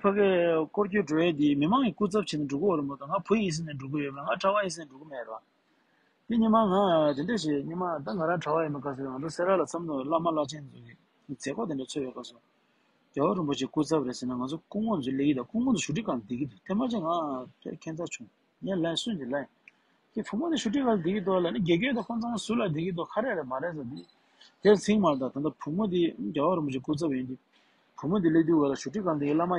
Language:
Tibetan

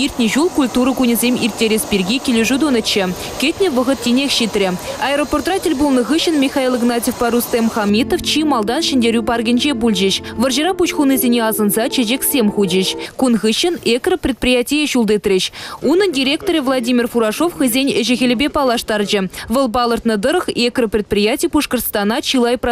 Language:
Chuvash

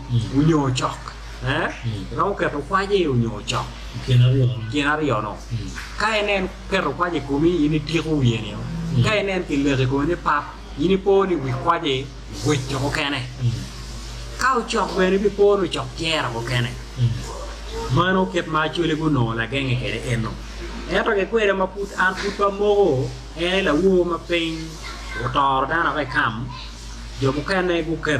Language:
Acoli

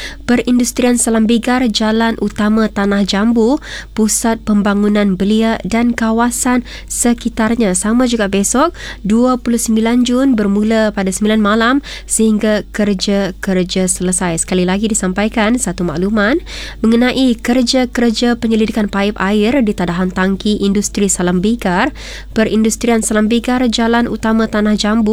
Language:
Malay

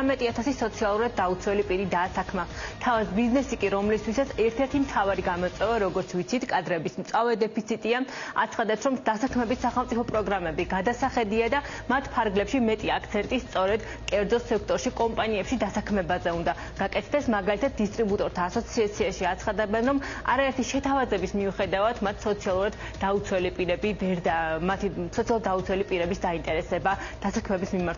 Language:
Georgian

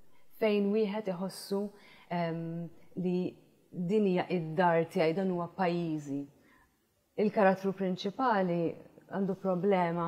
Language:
Maltese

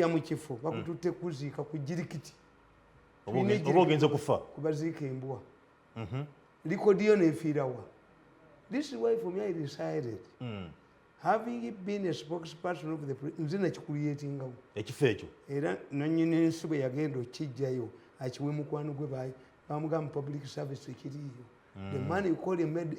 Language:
Ganda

